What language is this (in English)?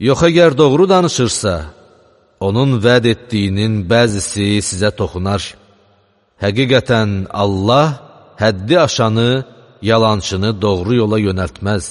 Azerbaijani